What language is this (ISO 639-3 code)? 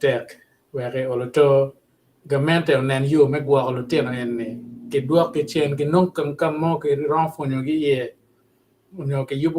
ach